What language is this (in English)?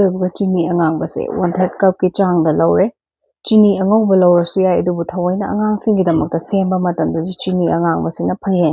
Manipuri